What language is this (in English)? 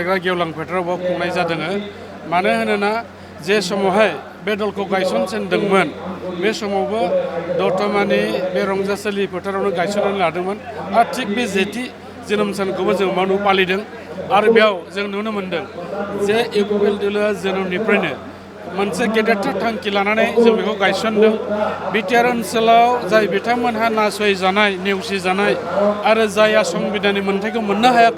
Bodo